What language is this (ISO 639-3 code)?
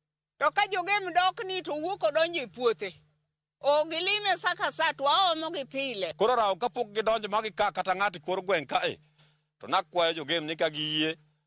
luo